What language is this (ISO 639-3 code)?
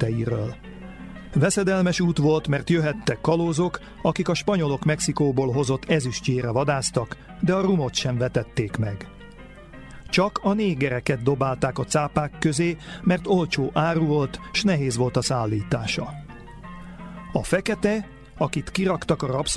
hun